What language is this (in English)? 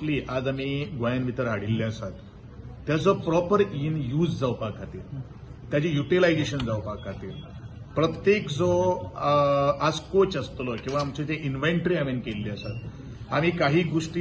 Konkani